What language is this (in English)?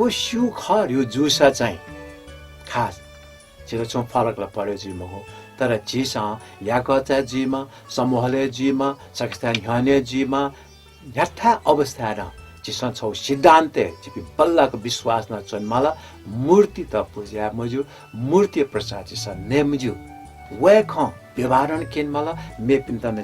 Newari